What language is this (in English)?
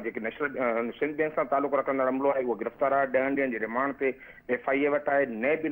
Sindhi